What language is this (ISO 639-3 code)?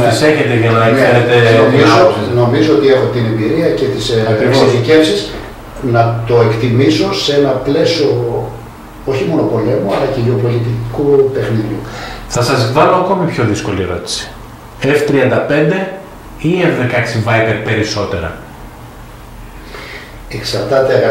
ell